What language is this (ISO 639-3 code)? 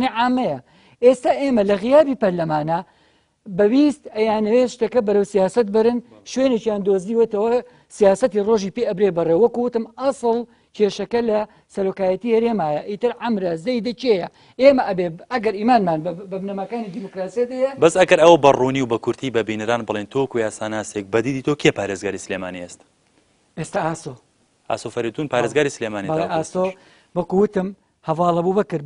ckb